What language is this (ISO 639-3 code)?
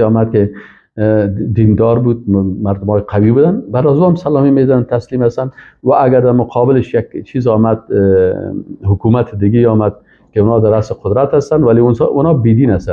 fas